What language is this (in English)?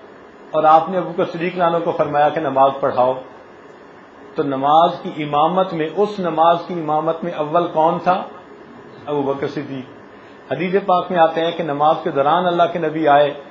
Urdu